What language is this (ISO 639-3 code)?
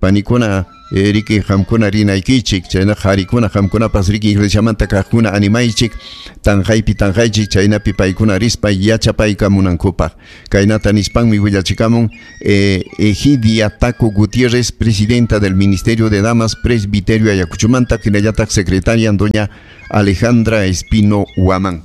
quy